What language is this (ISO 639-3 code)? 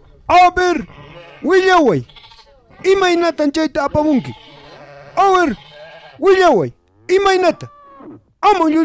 quh